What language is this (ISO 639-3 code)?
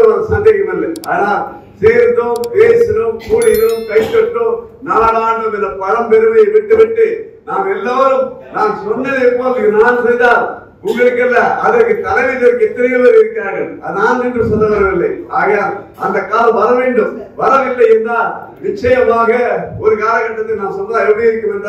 tam